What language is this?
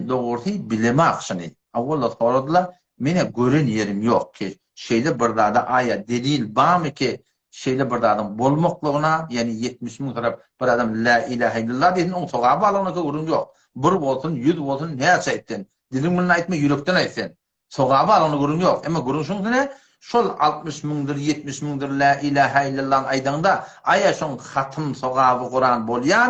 Turkmen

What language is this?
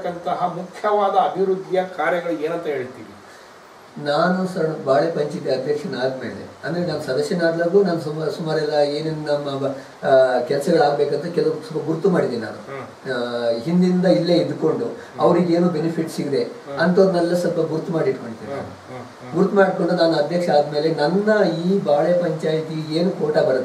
Kannada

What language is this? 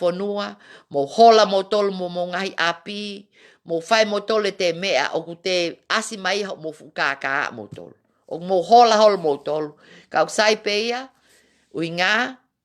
Tongan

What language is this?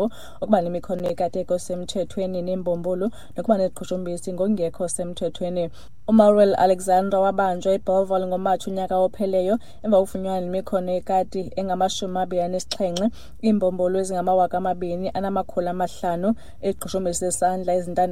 Xhosa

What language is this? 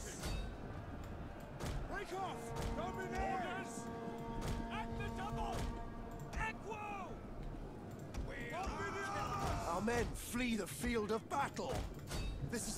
Hungarian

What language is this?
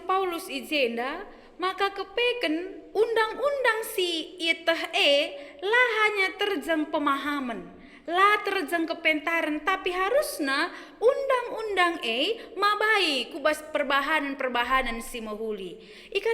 Batak Karo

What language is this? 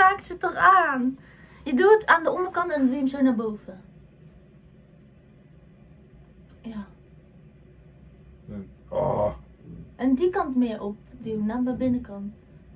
Dutch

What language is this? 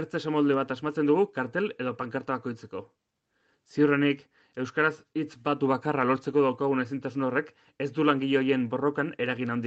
Basque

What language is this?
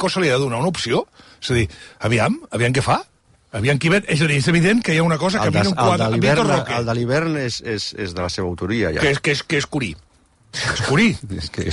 Catalan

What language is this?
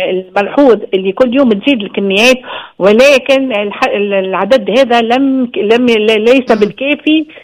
Tunisian Arabic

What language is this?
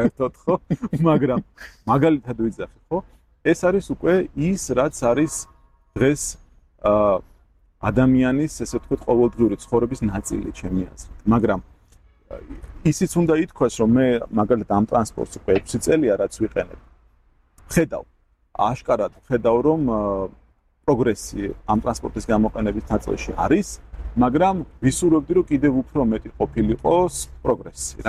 Georgian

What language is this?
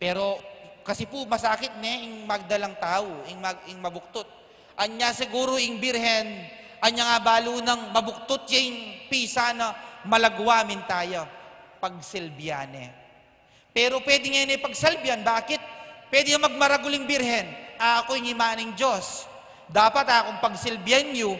Pampanga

